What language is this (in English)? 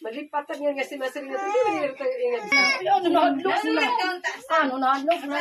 Waray